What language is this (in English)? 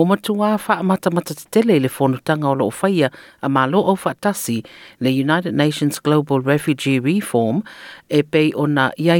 Samoan